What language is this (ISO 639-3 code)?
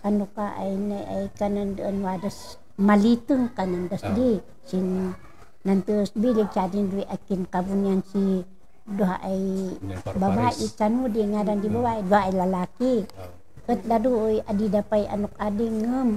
kne